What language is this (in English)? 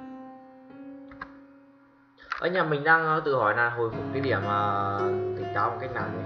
Vietnamese